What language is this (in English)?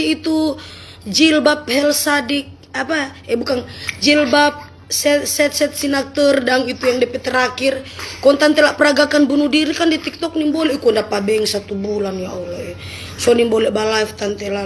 Manado Malay